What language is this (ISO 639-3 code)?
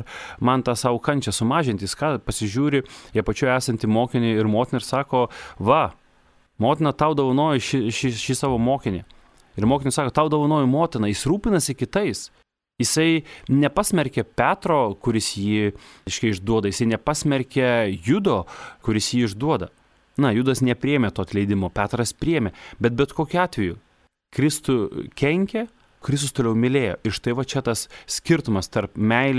lit